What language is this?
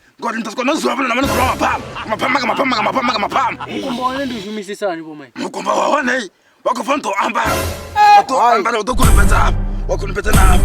Venda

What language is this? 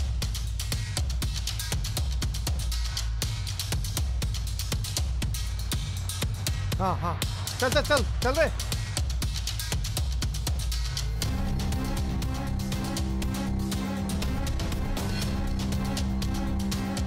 Hindi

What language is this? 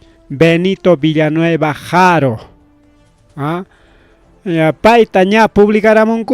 Ayacucho Quechua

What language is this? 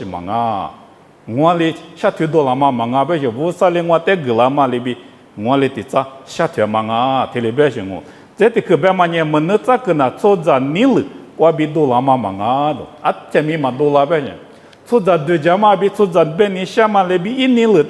Lisu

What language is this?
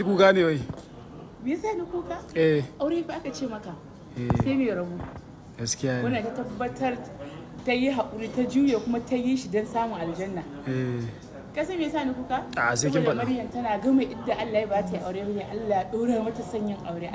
Hausa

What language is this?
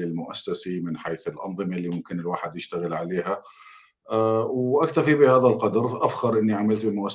North Levantine Arabic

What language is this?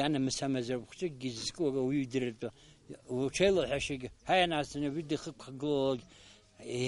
Abkhazian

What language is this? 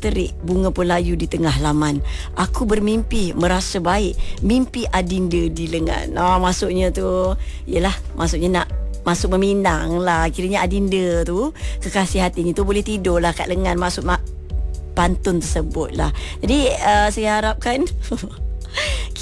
Malay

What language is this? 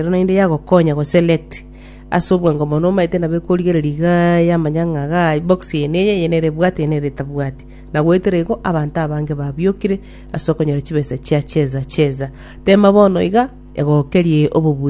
Gusii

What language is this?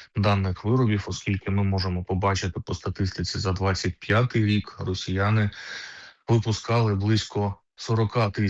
Ukrainian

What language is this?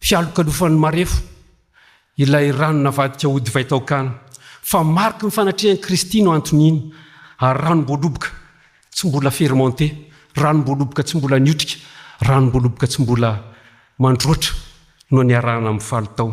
Malagasy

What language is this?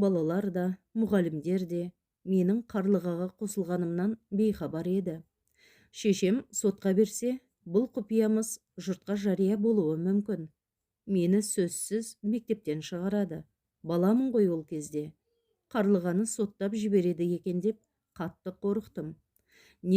Kazakh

